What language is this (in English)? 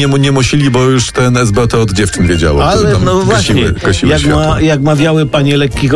Polish